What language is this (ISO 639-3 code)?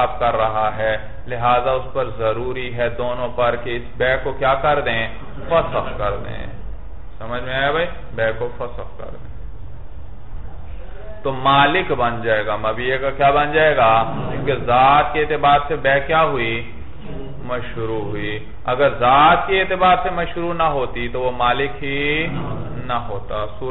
urd